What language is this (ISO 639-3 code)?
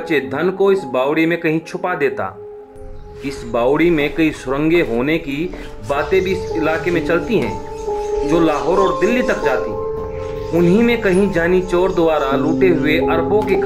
hin